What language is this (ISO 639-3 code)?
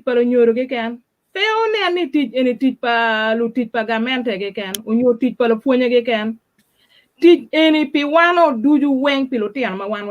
ach